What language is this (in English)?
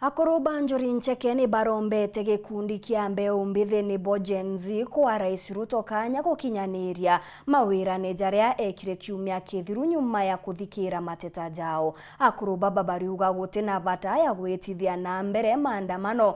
Meru